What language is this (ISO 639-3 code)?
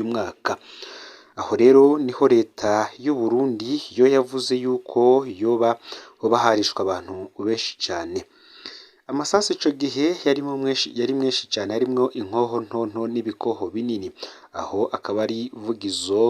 run